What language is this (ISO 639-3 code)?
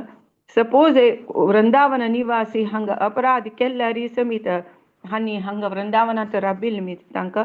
kok